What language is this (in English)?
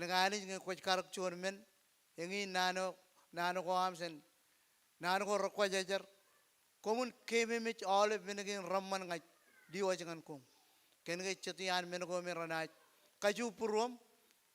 Marshallese